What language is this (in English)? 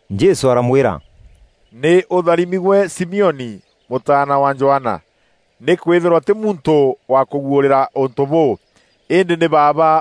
Meru